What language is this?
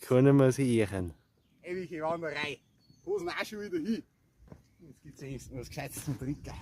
Bavarian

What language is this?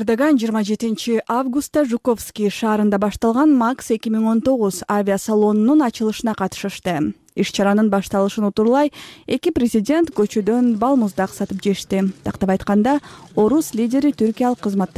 Kyrgyz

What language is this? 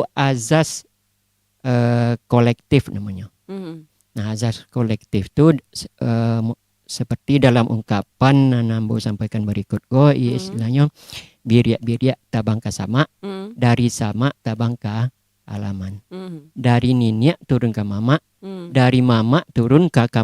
Minangkabau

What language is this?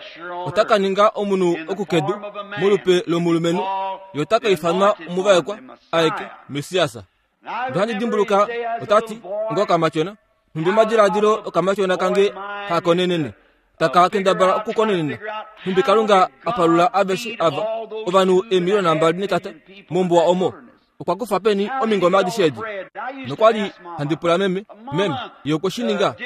Kuanyama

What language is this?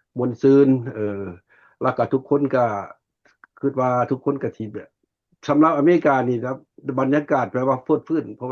Lao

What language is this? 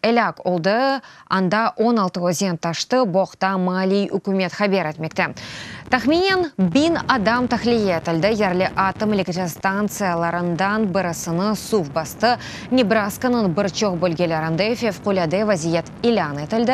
Crimean Tatar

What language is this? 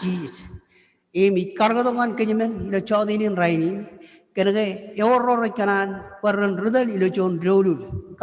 Marshallese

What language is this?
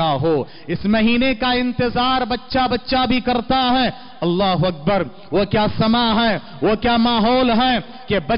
Urdu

